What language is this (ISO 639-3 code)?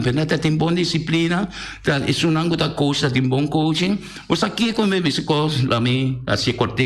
pap